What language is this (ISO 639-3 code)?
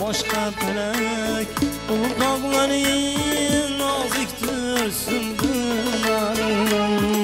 kaa